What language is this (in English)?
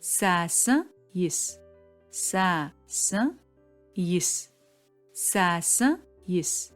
Adyghe